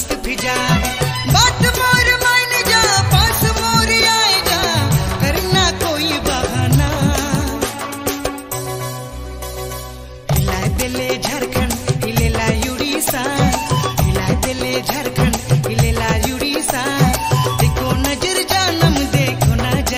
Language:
Sadri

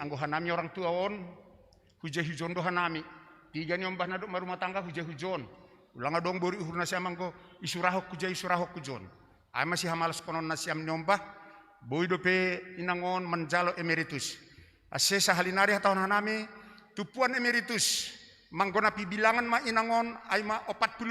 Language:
Batak Simalungun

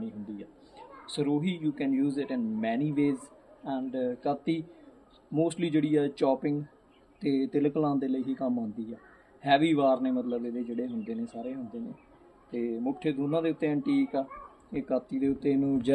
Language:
Punjabi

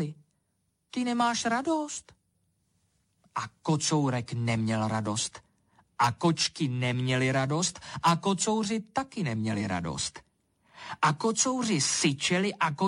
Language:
Czech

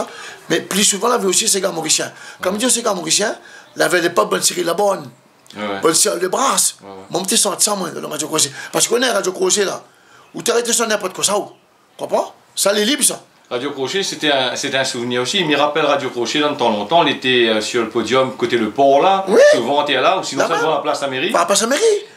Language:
Réunion Creole French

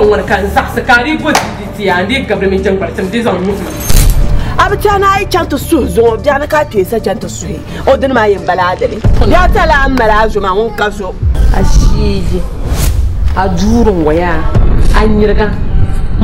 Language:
Dagbani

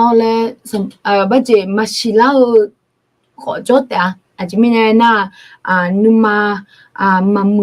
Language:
Akha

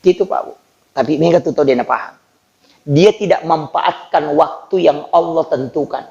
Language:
Buginese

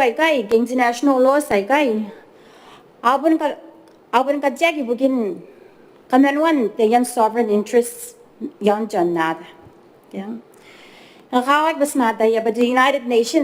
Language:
Gilbertese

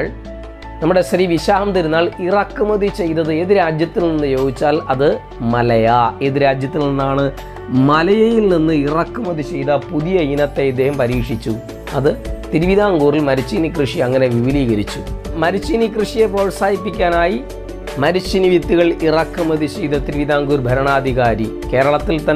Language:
Malayalam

